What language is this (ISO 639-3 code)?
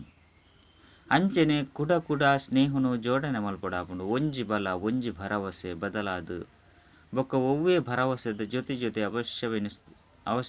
tcy